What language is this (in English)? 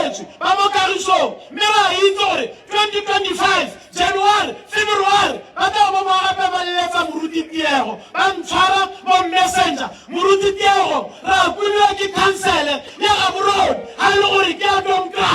Tswana